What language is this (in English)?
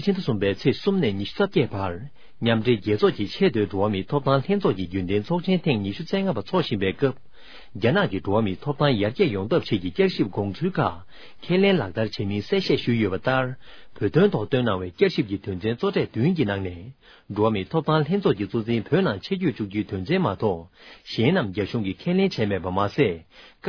Tibetan